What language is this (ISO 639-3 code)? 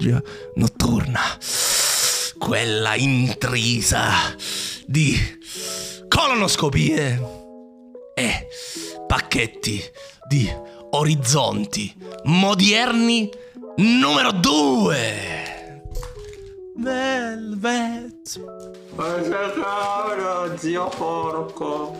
ita